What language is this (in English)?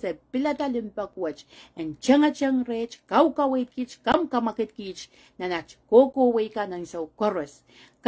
Pohnpeian